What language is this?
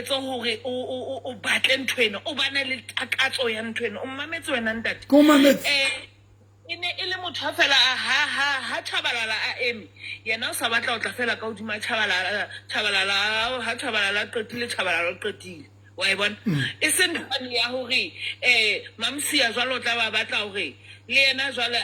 Southern Sotho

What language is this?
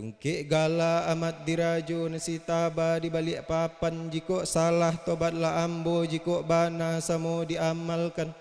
Minangkabau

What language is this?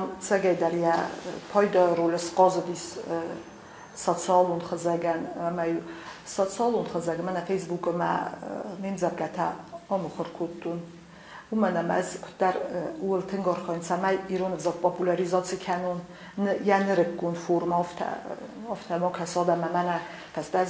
Ossetic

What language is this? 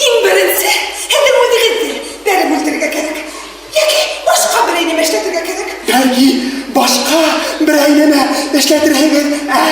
Bashkir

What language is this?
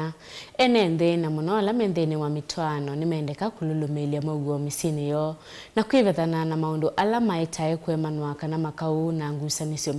Kamba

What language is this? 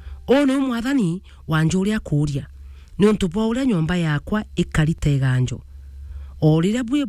Meru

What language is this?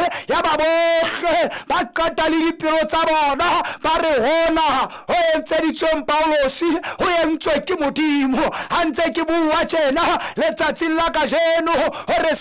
Southern Sotho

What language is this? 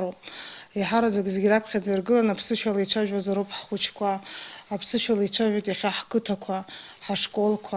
Abkhazian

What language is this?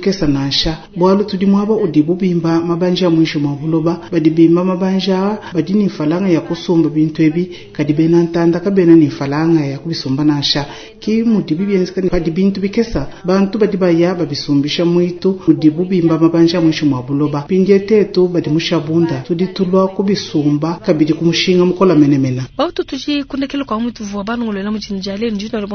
Luba-Lulua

